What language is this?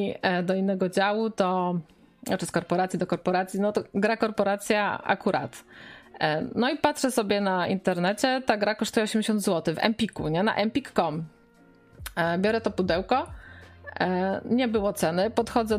Polish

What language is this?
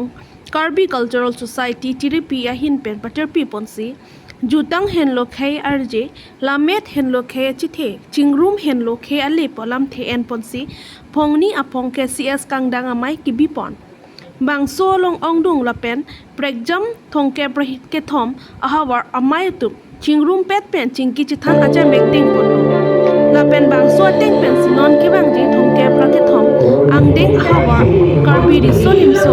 Karbi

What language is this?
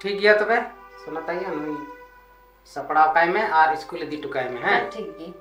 Santali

